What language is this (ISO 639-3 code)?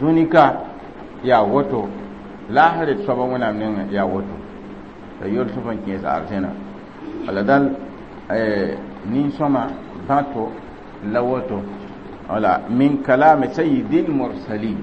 mos